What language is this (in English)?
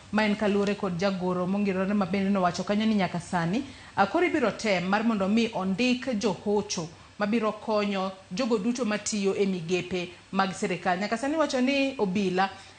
Luo (Kenya and Tanzania)